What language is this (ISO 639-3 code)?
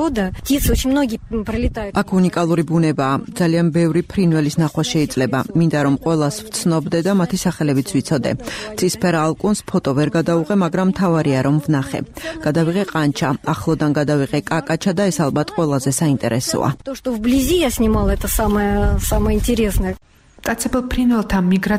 kat